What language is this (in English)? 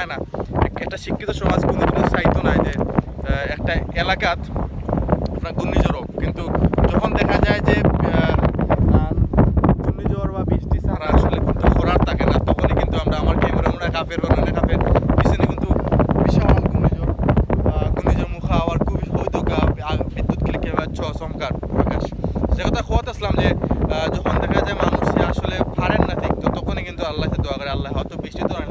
Bangla